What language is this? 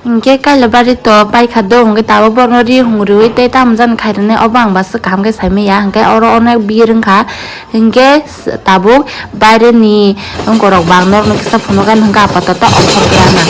Kok Borok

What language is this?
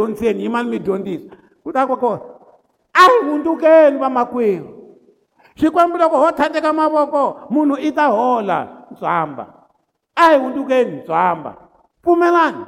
Tsonga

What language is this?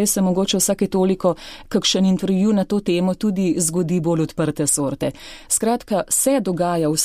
Slovenian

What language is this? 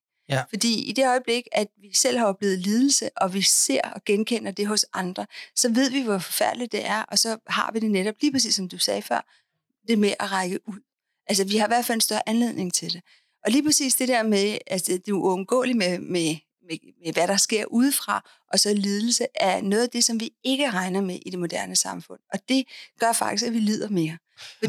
Danish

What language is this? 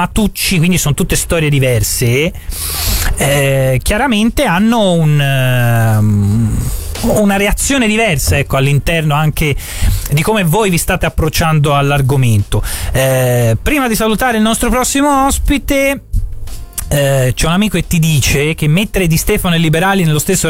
Italian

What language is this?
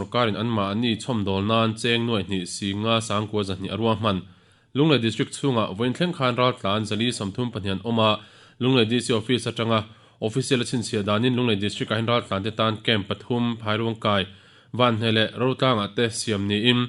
Mizo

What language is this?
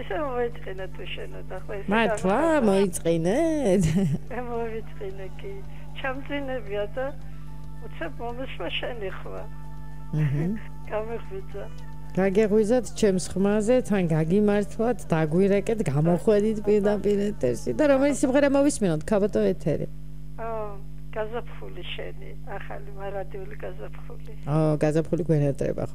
Georgian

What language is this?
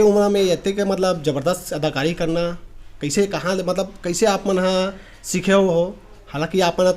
Chhattisgarhi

